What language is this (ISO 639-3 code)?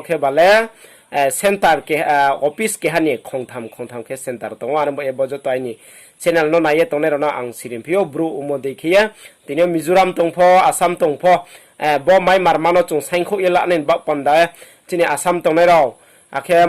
ria